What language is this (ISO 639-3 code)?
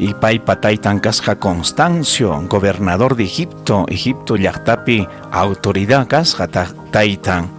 quy